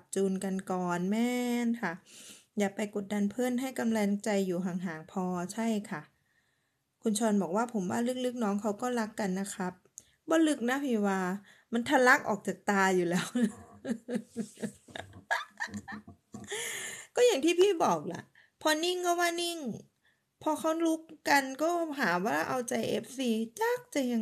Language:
Thai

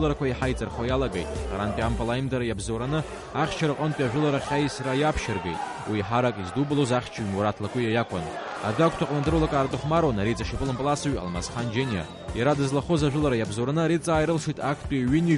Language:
Abkhazian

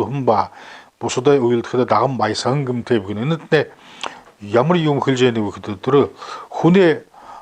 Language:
Buriat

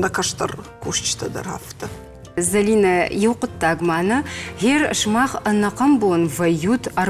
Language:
Ossetic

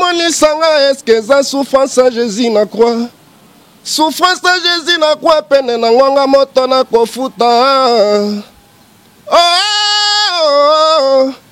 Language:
Lingala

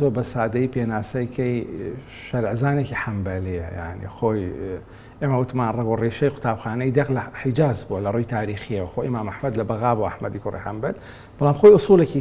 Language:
Central Kurdish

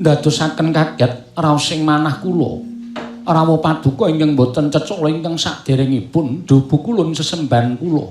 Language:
Javanese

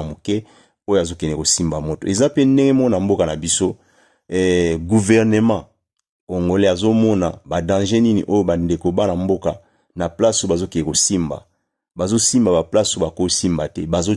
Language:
Lingala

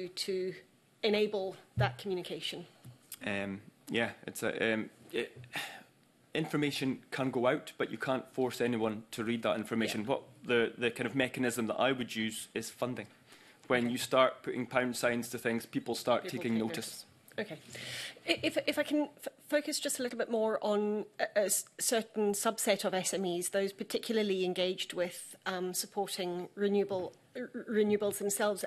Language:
English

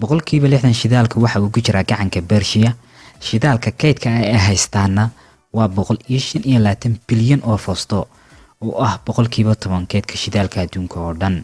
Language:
Somali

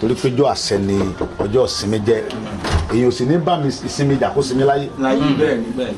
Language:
Yoruba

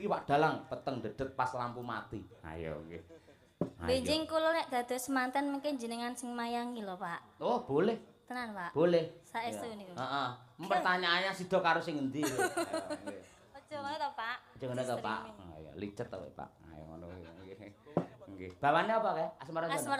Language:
Javanese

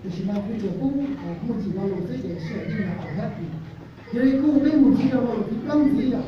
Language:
Hmong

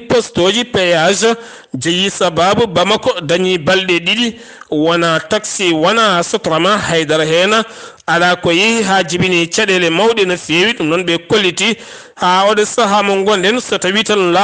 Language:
Fula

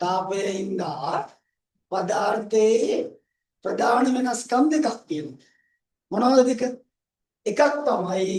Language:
Sinhala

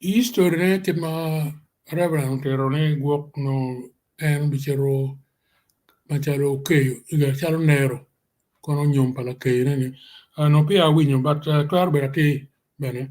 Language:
Acoli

